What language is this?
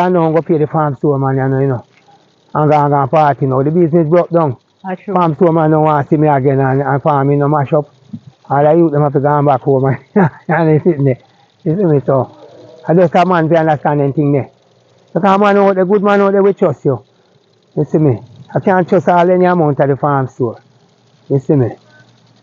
Jamaican Creole English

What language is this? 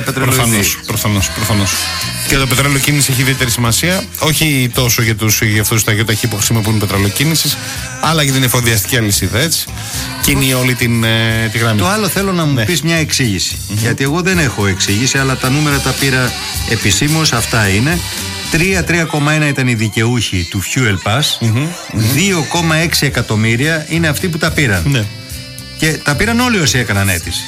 Greek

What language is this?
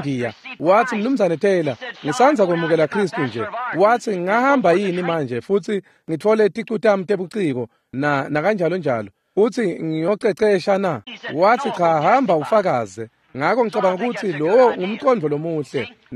Swati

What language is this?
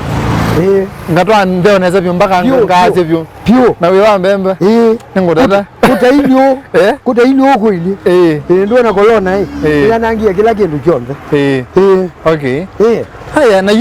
Kamba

